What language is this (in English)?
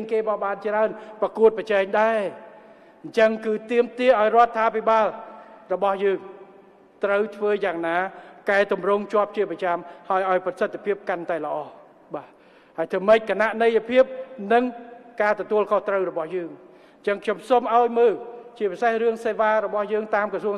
Khmer